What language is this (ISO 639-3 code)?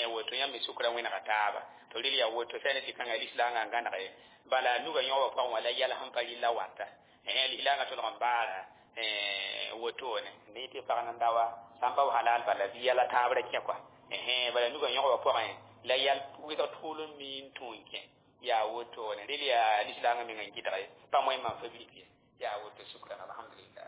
mos